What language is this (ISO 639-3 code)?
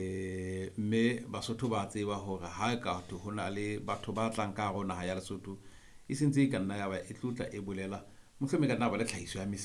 sot